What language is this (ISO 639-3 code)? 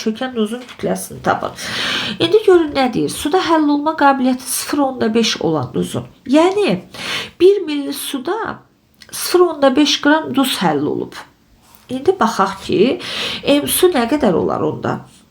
aze